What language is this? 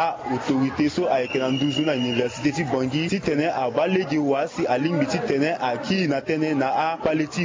Sango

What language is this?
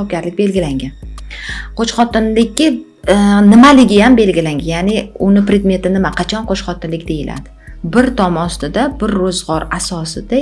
Uzbek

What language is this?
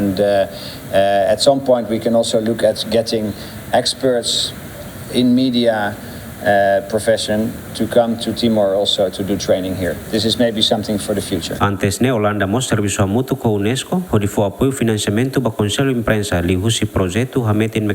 Tetum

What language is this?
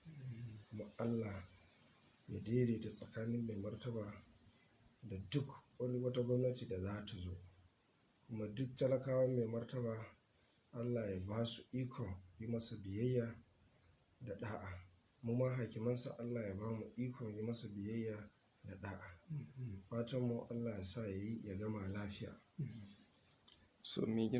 Hausa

